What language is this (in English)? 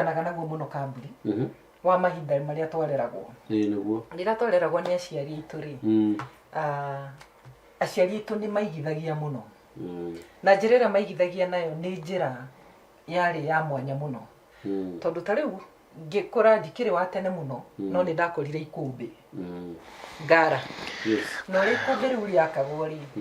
Kikuyu